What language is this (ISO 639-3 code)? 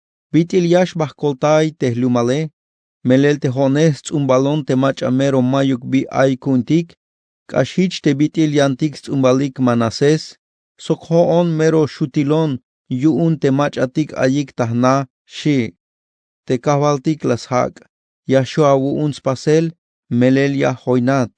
tzh